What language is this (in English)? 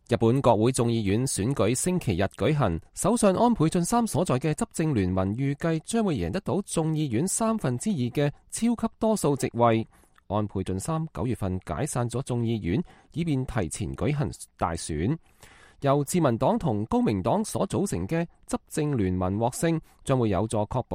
Cantonese